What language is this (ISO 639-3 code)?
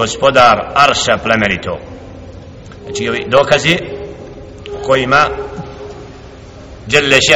bos